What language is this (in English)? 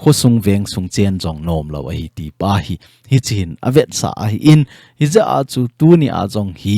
Thado Chin